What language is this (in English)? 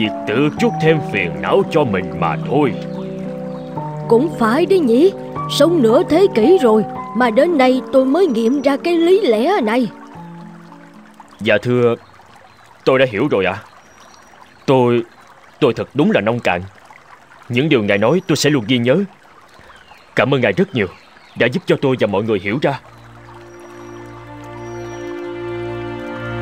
Vietnamese